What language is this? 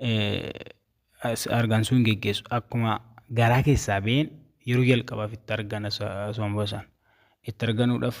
Oromo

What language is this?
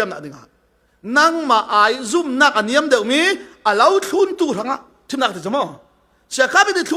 Falam Chin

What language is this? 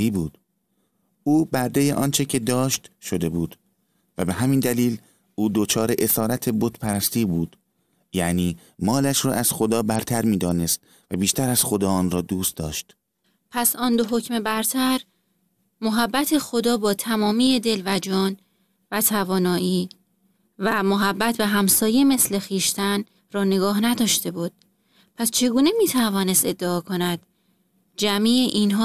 Persian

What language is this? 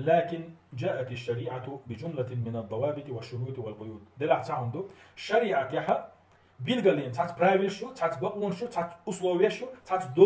Chechen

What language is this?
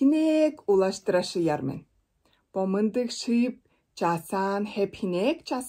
Tuvinian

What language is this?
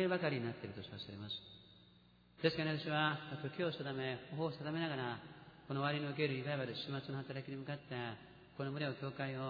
Japanese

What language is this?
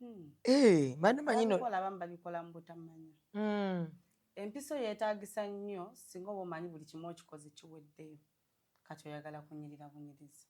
Ganda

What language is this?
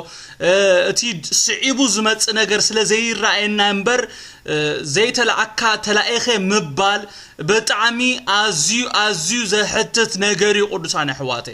Tigrinya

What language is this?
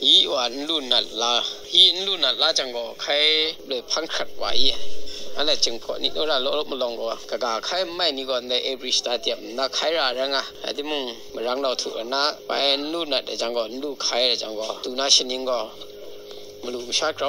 Kachin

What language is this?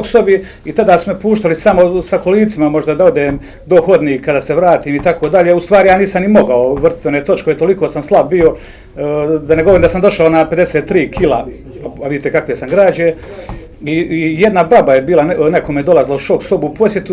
Bosnian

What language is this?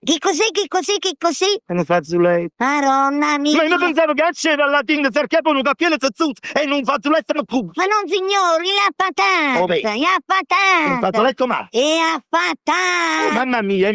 Neapolitan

